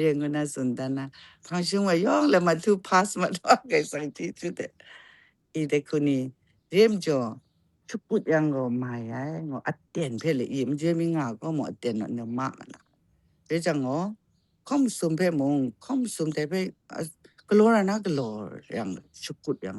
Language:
Kachin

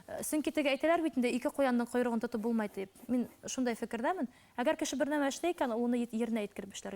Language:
Bashkir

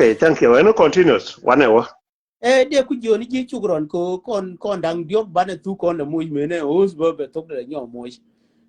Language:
Nuer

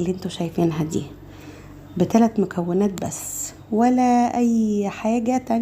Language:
Egyptian Arabic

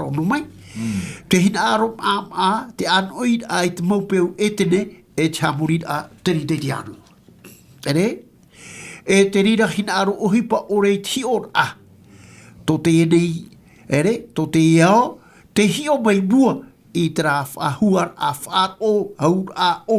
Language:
Tahitian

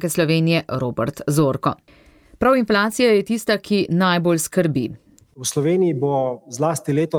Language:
Slovenian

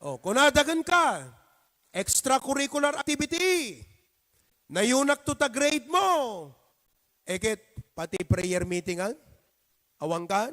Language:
Iloko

